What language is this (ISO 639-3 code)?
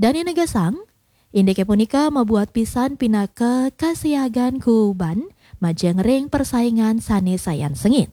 ban